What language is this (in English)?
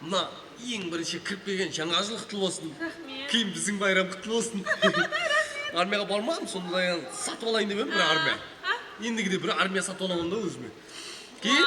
Kara-Kalpak